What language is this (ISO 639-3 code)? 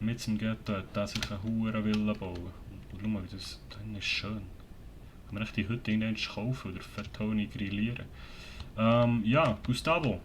gsw